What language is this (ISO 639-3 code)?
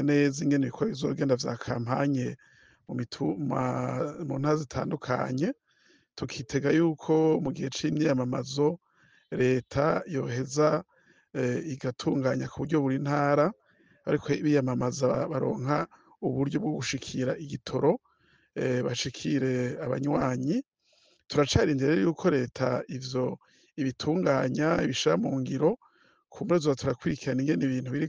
run